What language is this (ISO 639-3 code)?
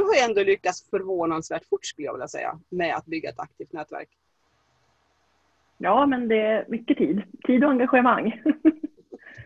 swe